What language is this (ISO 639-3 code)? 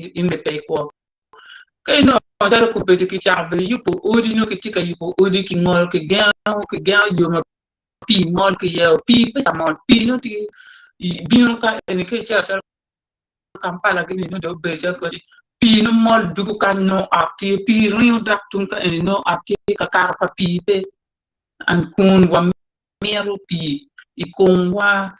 ach